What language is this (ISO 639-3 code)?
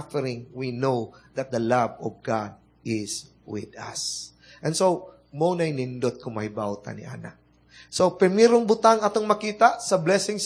ceb